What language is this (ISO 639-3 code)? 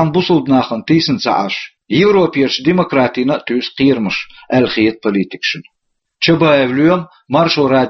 che